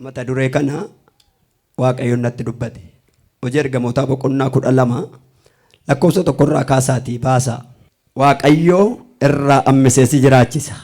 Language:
Oromo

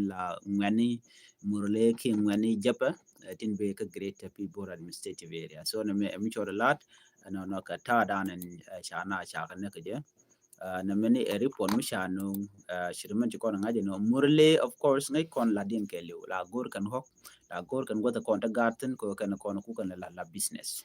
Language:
Nuer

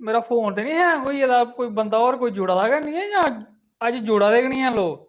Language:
Dogri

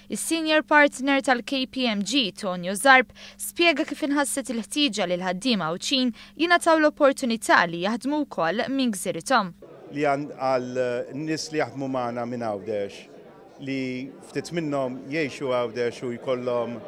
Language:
Maltese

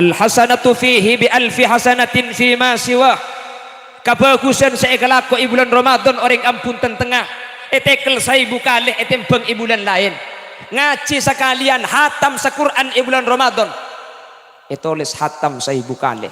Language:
Madurese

